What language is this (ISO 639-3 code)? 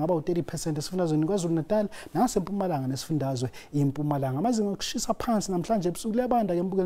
zul